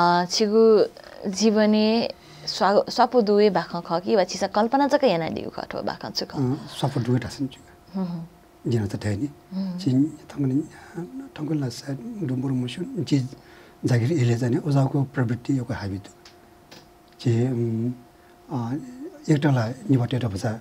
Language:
Newari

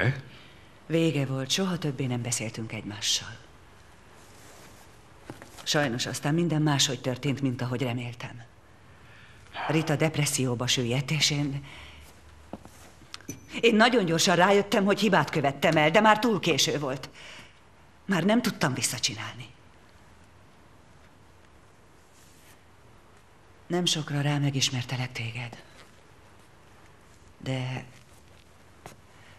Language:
Hungarian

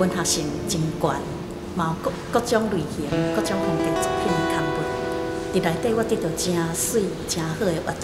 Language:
Min Nan Chinese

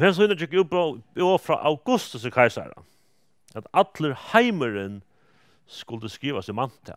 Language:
Faroese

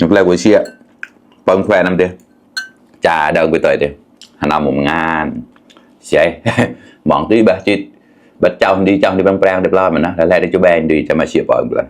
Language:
Mon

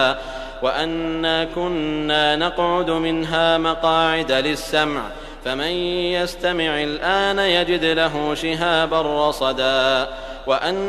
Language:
Arabic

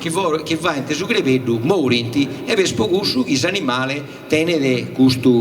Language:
Sardinian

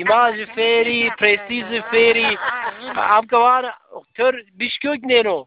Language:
Zaza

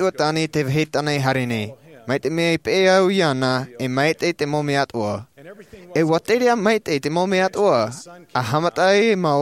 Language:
Tahitian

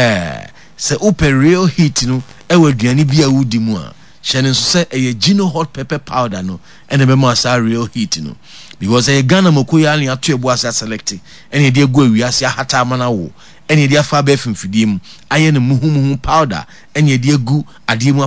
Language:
Akan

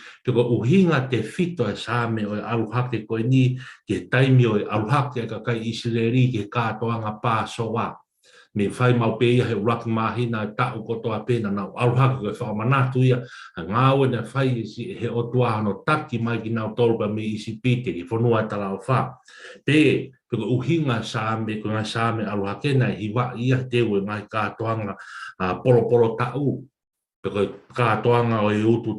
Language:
Tongan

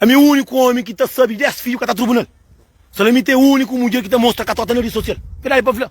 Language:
Kabuverdianu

